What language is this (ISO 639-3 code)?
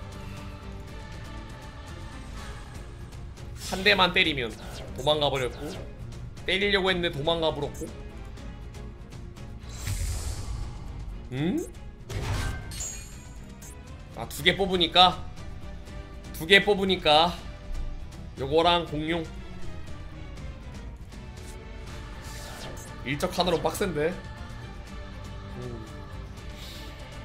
kor